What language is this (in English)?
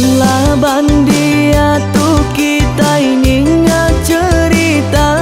Iban